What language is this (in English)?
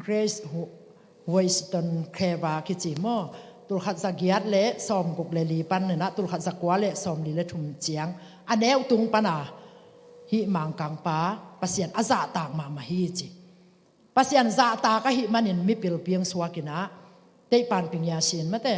Tedim Chin